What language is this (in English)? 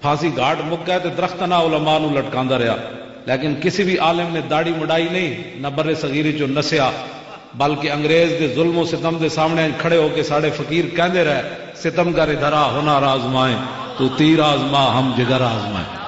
Western Panjabi